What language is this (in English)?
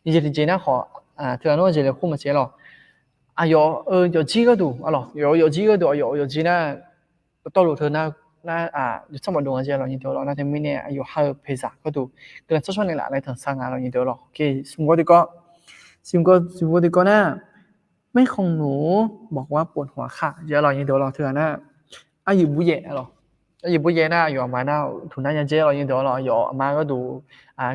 Akha